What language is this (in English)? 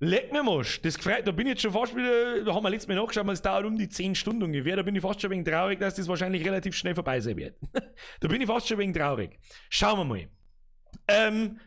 Bavarian